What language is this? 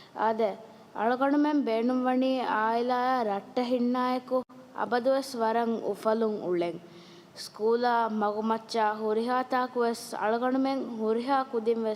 Divehi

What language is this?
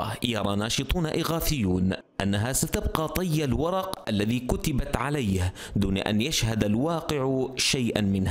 Arabic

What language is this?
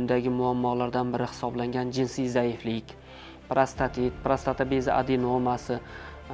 Uzbek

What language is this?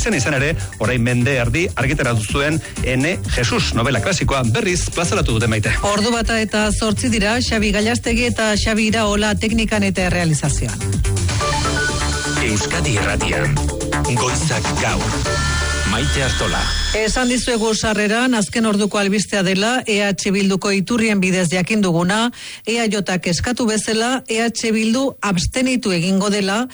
Basque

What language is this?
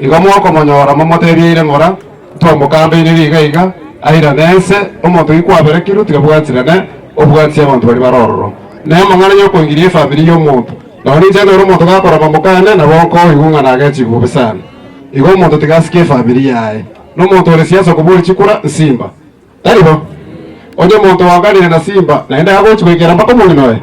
Gusii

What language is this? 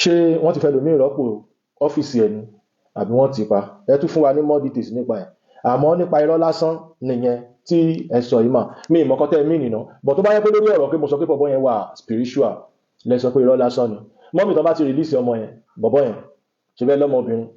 Yoruba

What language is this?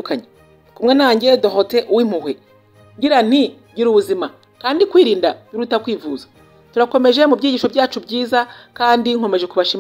Kinyarwanda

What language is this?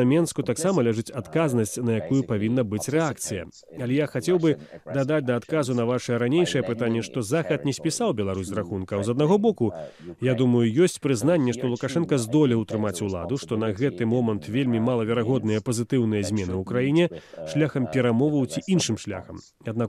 Belarusian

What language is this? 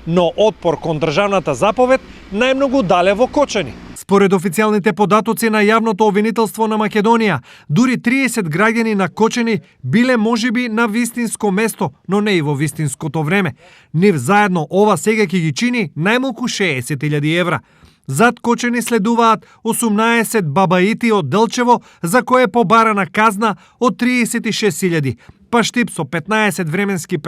Macedonian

